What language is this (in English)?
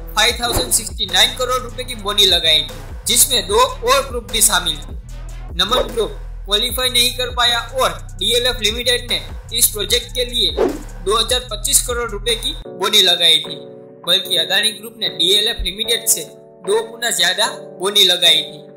Hindi